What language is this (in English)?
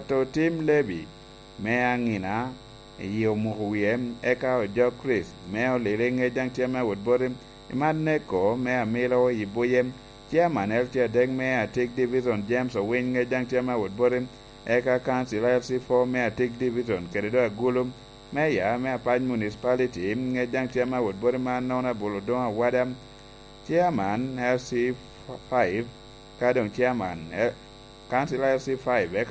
Lango (Uganda)